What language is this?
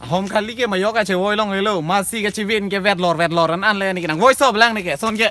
Karbi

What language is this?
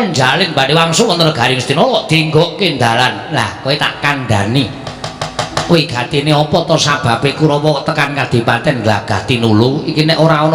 Javanese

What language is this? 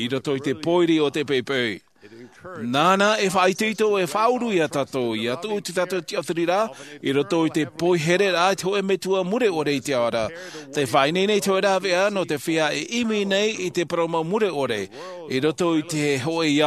Tahitian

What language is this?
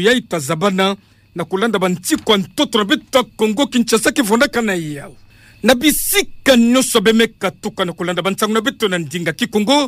Kituba (Democratic Republic of Congo)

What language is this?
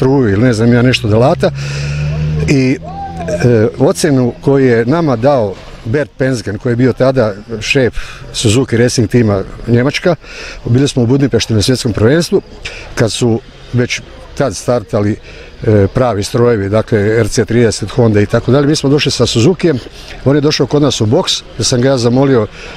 Croatian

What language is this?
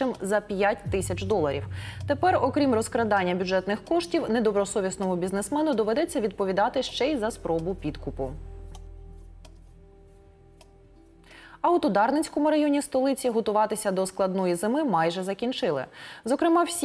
Ukrainian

